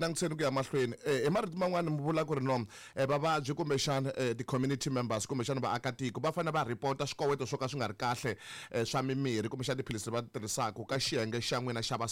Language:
Tsonga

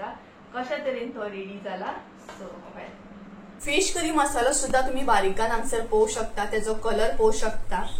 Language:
Konkani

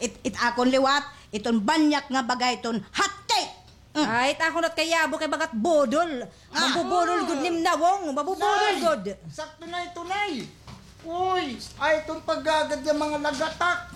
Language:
Waray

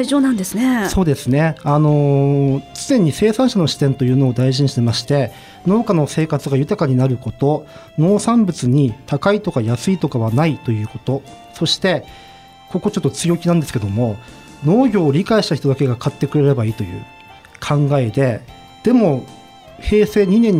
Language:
Japanese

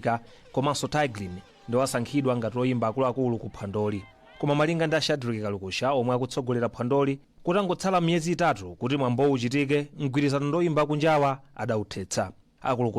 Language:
Nyanja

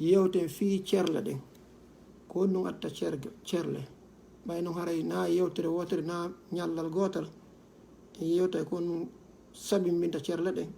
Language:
Fula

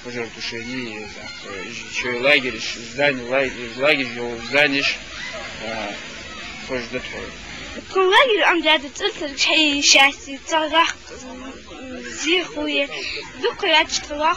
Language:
Ingush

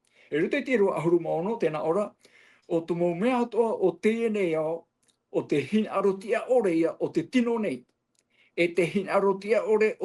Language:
Tahitian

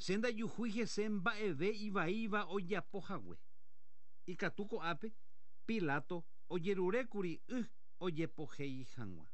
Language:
Guarani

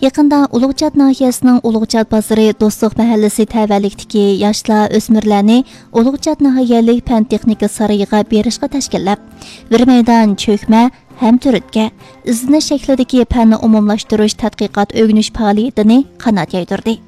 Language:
Uyghur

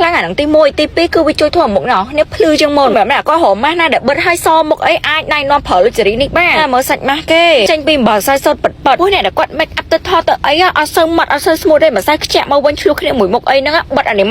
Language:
Khmer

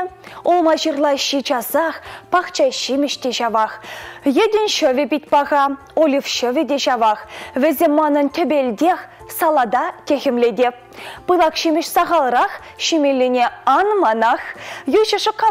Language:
Chuvash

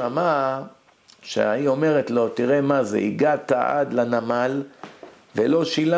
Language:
Hebrew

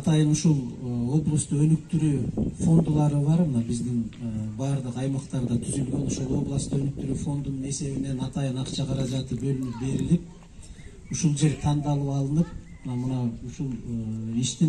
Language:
Kyrgyz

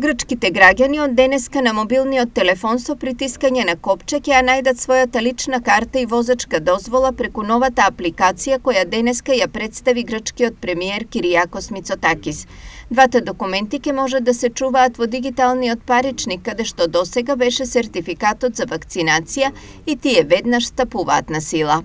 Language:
Macedonian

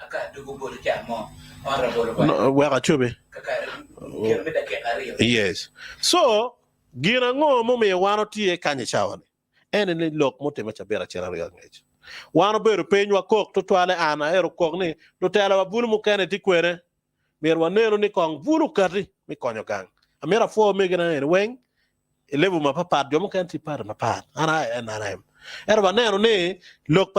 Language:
Acoli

